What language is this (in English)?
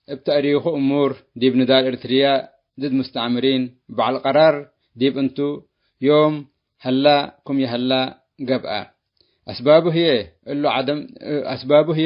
Tigre